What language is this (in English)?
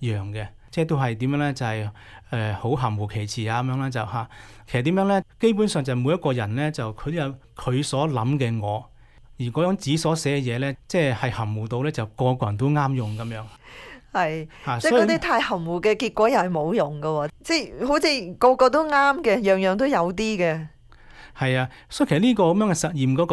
Cantonese